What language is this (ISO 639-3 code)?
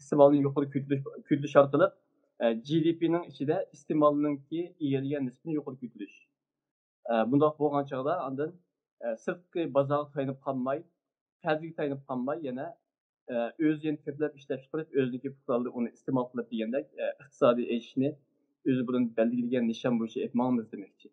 uig